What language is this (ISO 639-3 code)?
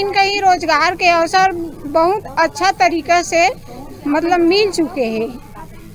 hne